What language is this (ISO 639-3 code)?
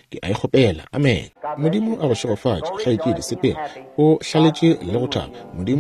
nso